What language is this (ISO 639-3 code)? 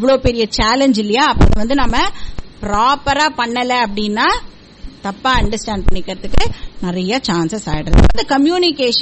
tam